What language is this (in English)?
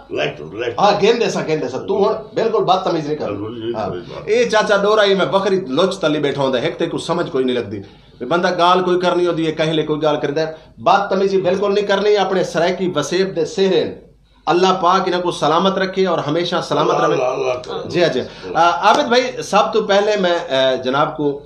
Saraiki